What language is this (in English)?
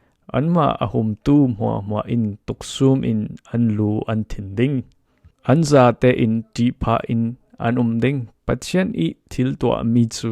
Falam Chin